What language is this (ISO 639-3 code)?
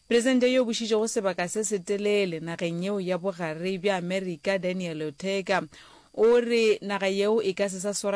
nso